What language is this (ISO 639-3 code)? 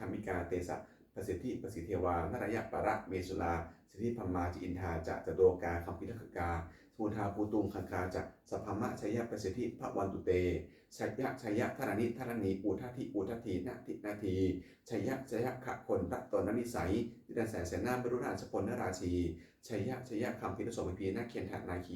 pli